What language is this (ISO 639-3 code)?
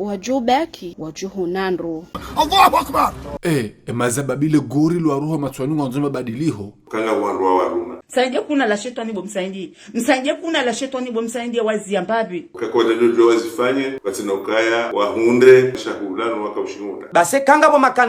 zdj